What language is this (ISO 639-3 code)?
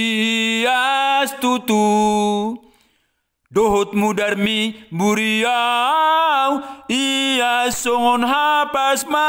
bbc